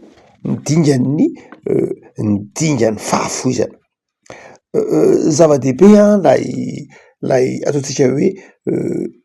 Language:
Malagasy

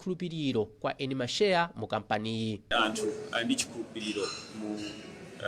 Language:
Nyanja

